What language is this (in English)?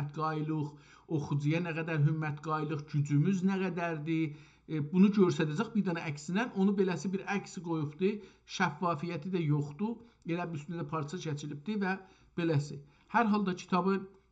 South Azerbaijani